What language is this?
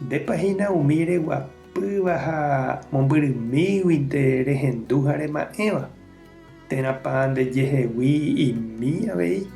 Guarani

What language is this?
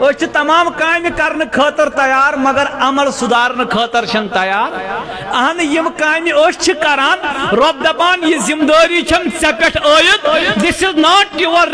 Kashmiri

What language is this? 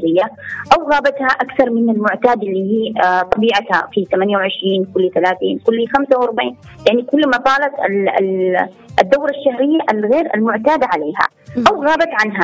Arabic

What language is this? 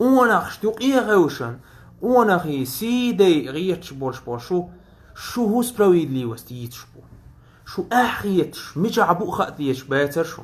Chechen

